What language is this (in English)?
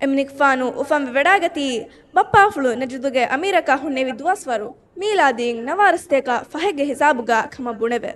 Divehi